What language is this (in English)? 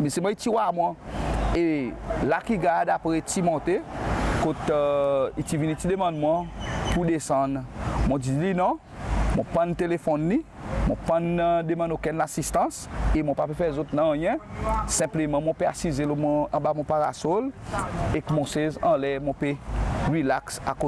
Seselwa Creole French